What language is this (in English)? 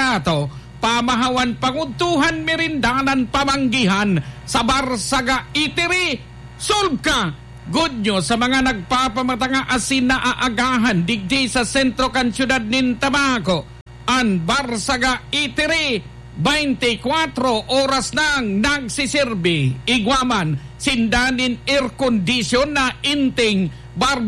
Bikol